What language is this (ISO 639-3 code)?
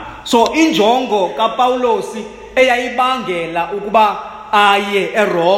xho